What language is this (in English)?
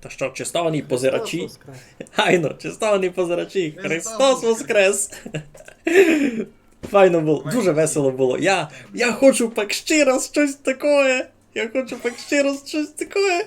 Rusyn